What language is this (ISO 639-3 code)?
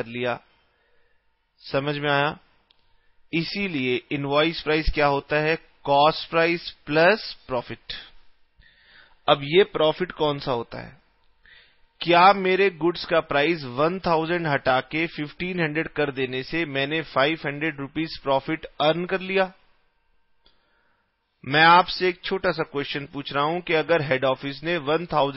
hin